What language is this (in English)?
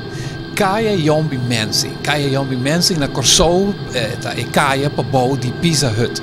Papiamento